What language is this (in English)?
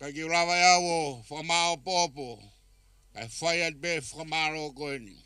Tongan